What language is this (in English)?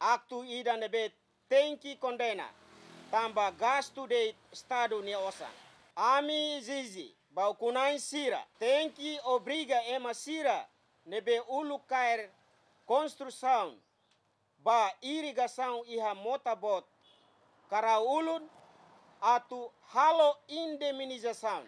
Tetum